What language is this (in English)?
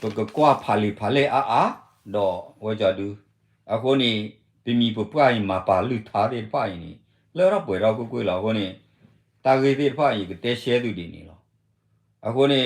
S'gaw Karen